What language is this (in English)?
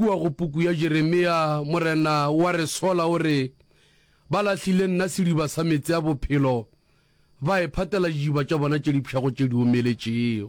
Northern Sotho